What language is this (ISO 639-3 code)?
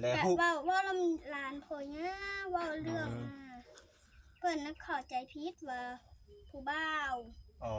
tts